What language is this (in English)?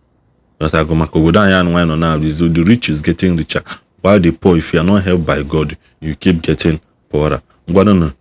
Igbo